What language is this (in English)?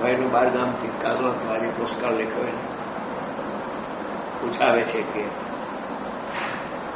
Gujarati